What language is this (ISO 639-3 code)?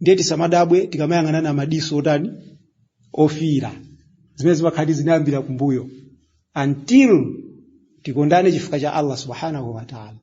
nya